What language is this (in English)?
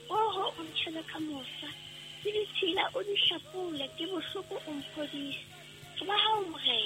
Southern Sotho